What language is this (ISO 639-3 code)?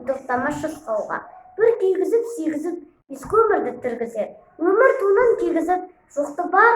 kaz